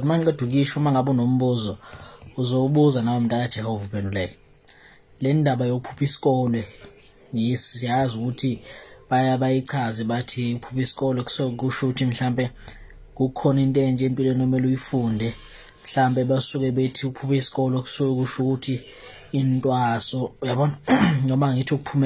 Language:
Zulu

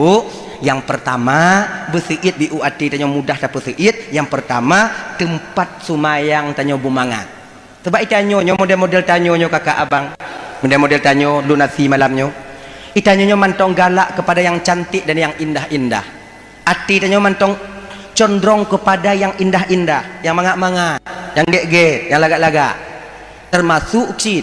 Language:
Achinese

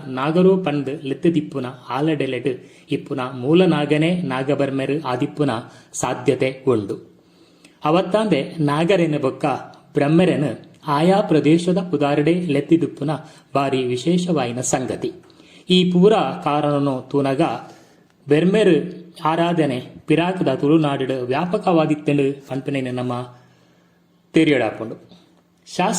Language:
Tulu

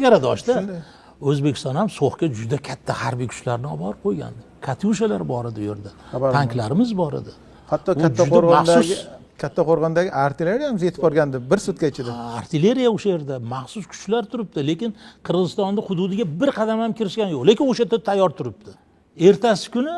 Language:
Uzbek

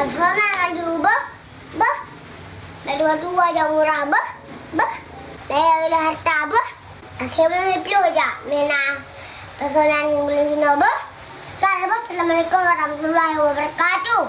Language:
Achinese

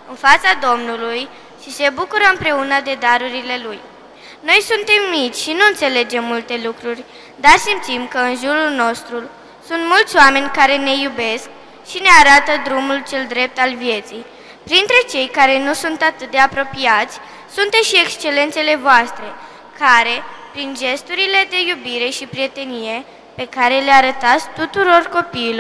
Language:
Romanian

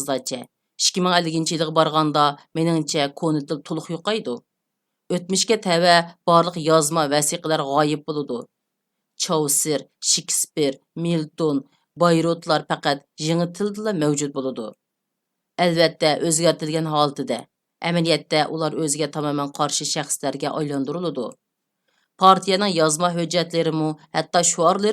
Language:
Uyghur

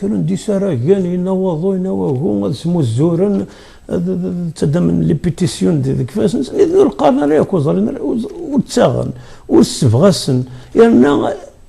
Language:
Kabyle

